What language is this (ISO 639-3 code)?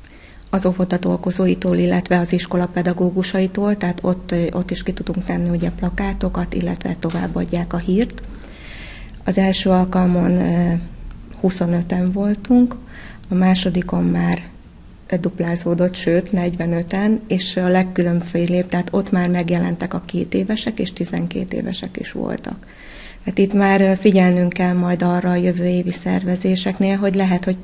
hun